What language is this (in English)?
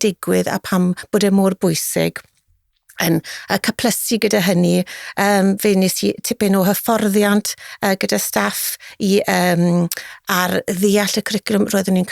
Welsh